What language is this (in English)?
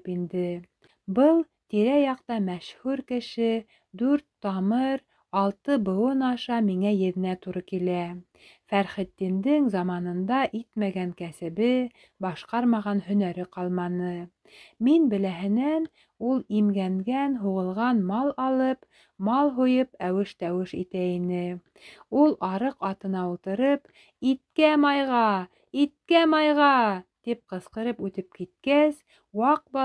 Bashkir